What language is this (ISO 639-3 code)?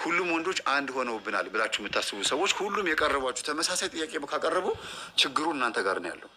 amh